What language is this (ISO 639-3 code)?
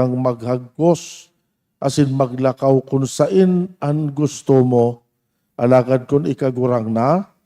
bik